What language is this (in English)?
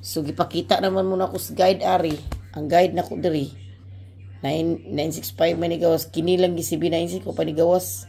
Cebuano